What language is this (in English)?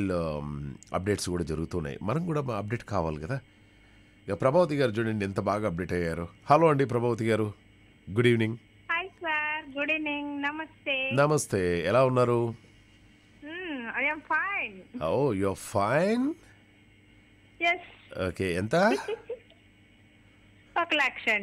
Telugu